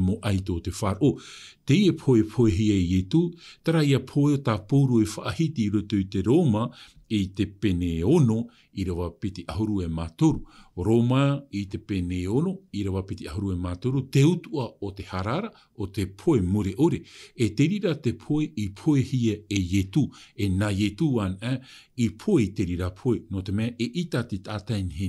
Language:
Tahitian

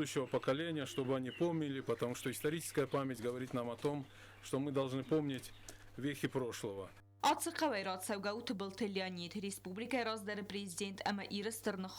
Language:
Ossetic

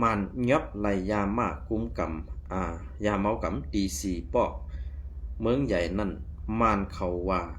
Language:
Shan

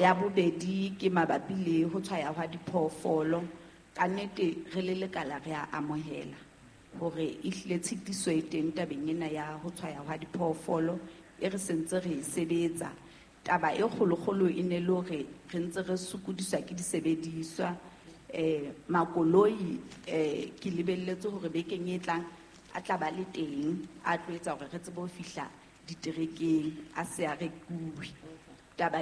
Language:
Southern Sotho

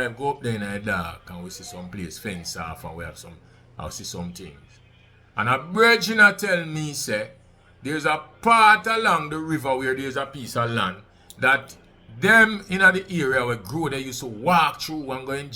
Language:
Jamaican Creole English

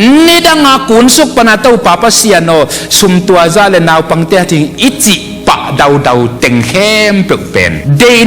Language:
Tedim Chin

